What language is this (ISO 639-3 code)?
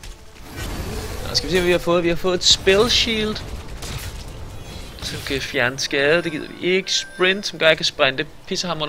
dan